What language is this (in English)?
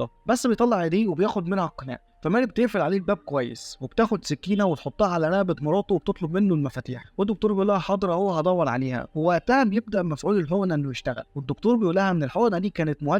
Egyptian Arabic